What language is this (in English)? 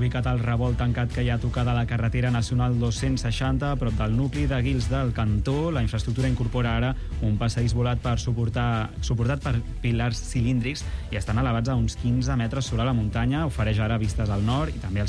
Catalan